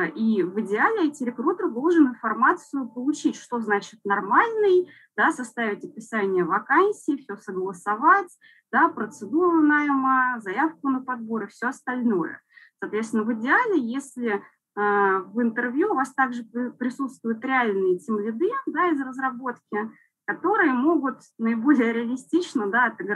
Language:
Russian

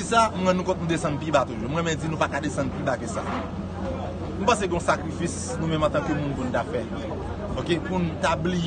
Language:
Haitian Creole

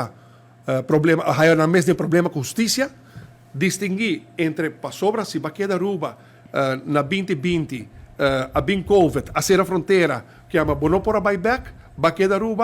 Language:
Papiamento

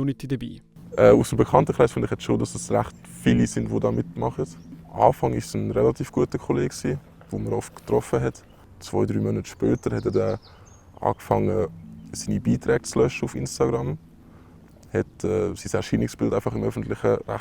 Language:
Swiss German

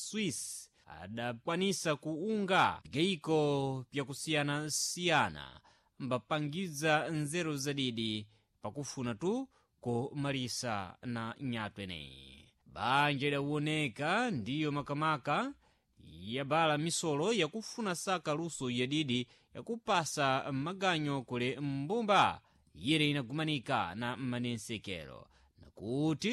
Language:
Sena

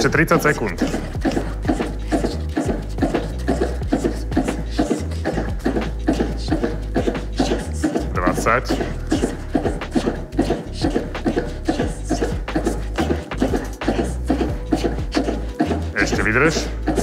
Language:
Slovak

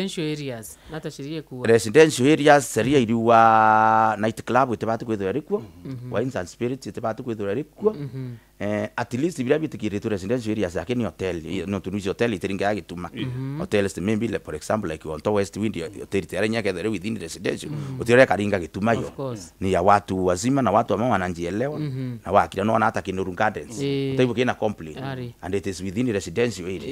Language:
Meru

